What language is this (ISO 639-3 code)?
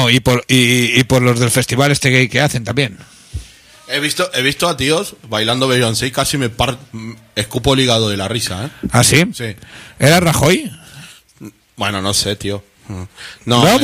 spa